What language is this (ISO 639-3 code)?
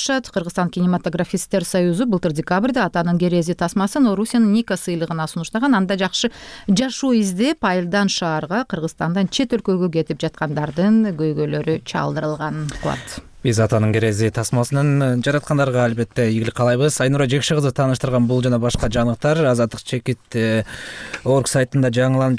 kir